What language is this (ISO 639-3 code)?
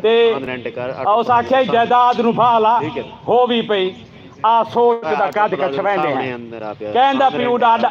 skr